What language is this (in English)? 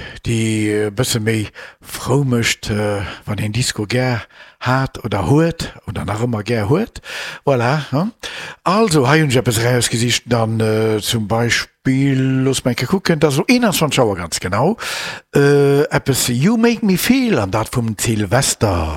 Luxembourgish